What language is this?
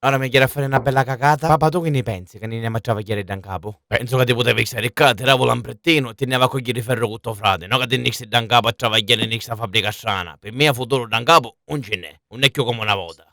Sicilian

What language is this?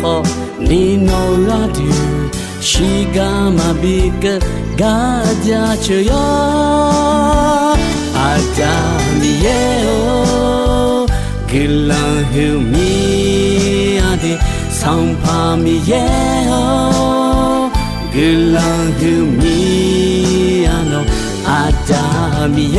Akha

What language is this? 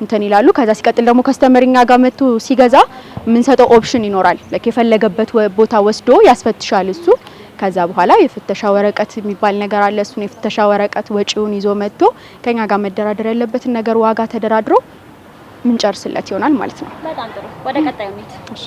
Amharic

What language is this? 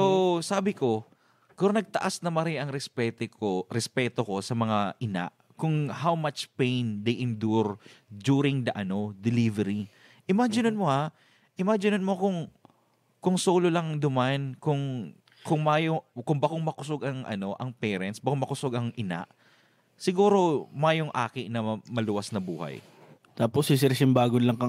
Bikol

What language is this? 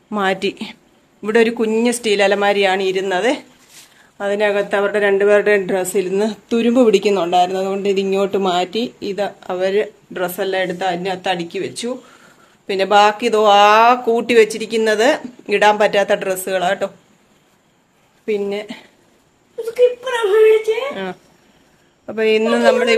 Malayalam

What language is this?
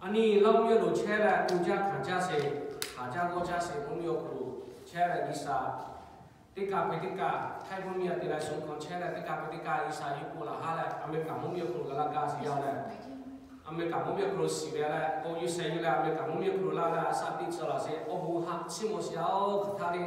Lahu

